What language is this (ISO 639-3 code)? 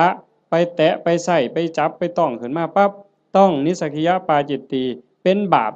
lao